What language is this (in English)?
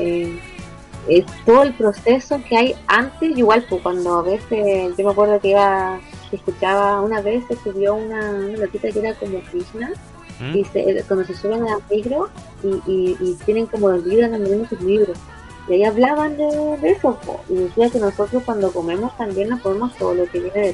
Spanish